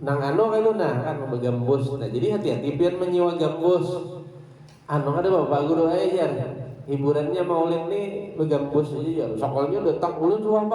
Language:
Banjar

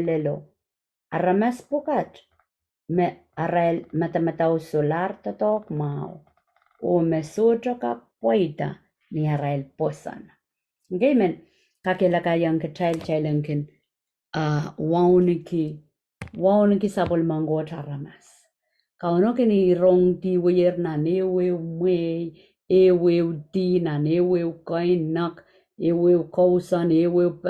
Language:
Pohnpeian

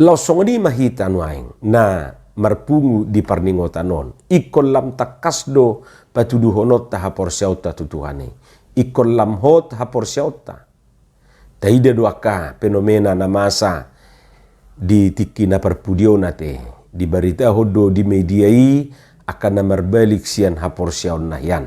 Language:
Batak Toba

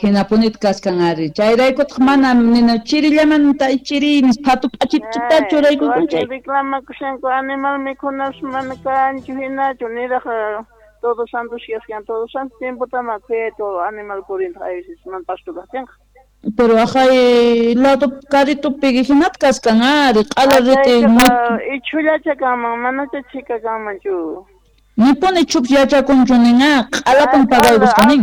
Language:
South Bolivian Quechua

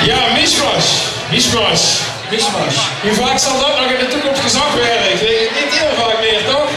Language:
Limburgish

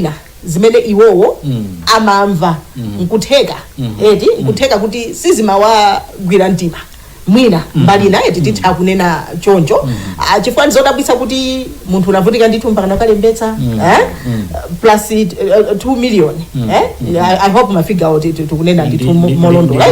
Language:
Nyanja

